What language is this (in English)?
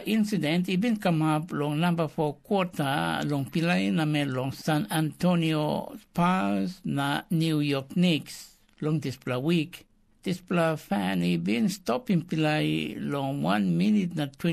Tok Pisin